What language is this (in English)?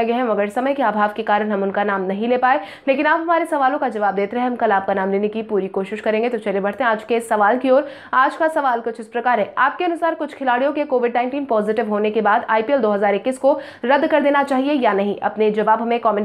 Hindi